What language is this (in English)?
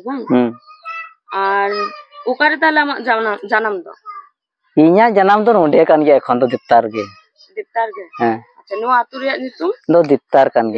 Santali